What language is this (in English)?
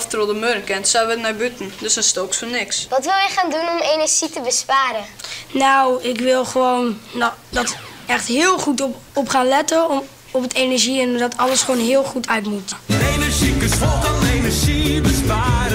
Western Frisian